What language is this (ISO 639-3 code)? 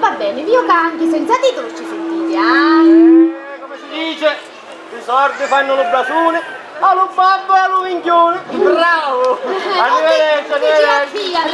scn